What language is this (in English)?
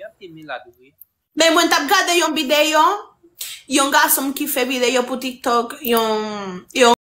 Haitian Creole